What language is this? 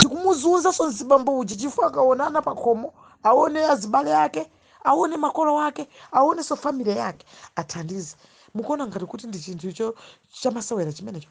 Nyanja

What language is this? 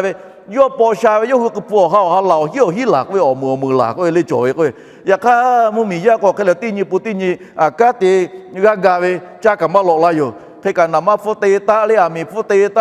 Lahu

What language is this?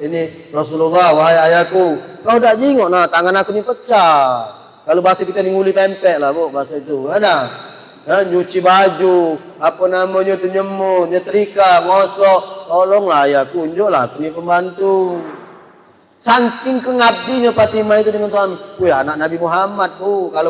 Musi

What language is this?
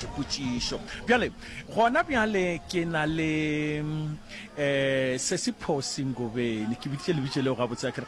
Northern Sotho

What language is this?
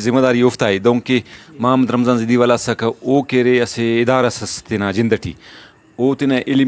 Brahui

